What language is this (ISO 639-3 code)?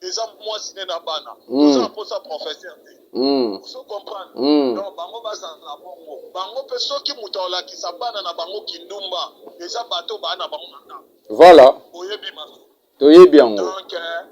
lin